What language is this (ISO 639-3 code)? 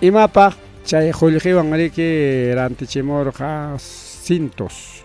quy